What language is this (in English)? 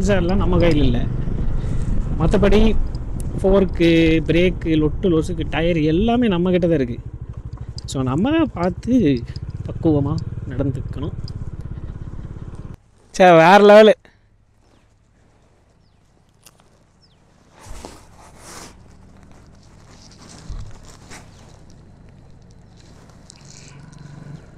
Tamil